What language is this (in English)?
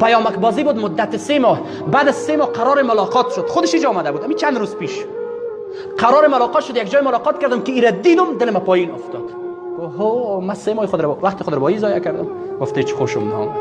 Persian